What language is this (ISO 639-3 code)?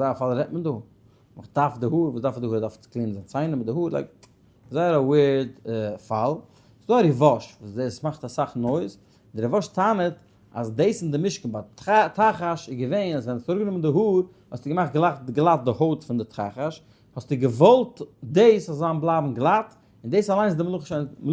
yid